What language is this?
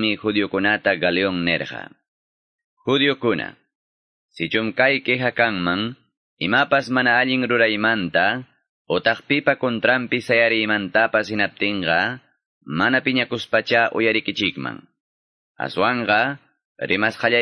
Quechua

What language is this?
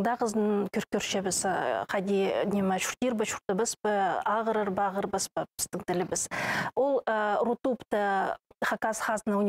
Khakas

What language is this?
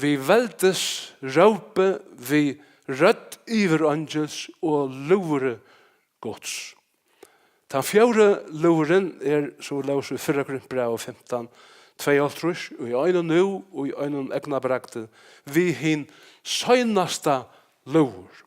Faroese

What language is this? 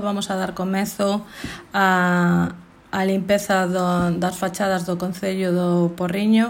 Galician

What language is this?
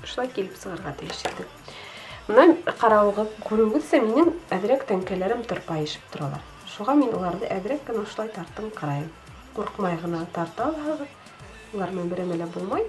Bashkir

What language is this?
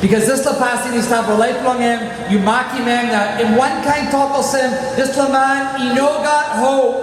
Tok Pisin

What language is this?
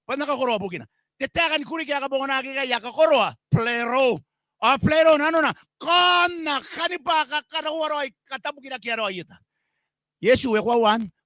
Gilbertese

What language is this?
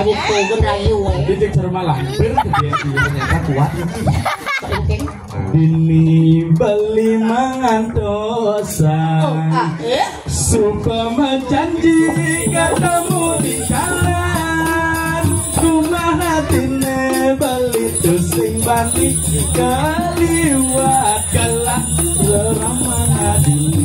Balinese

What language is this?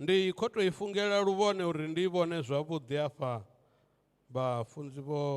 Venda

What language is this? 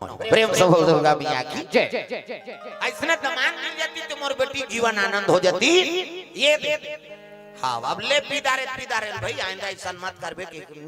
Chhattisgarhi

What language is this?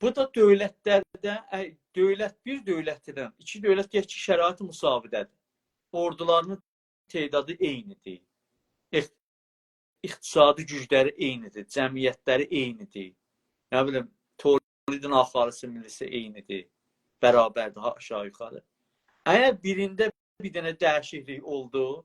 South Azerbaijani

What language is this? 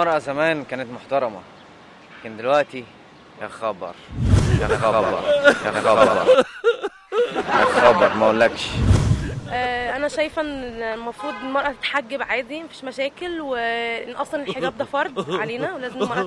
Egyptian Arabic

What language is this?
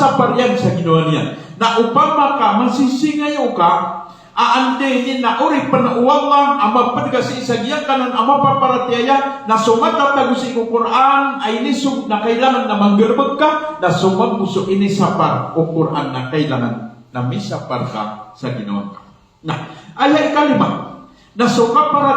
Maranao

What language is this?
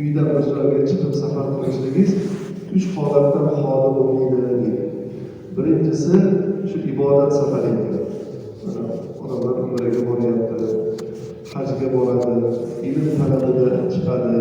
Uzbek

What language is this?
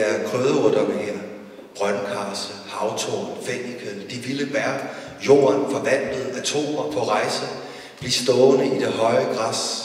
Danish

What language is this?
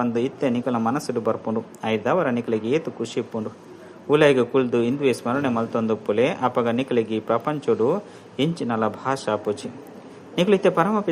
Tulu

